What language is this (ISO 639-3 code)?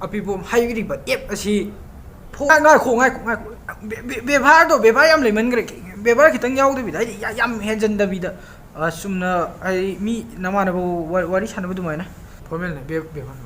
mni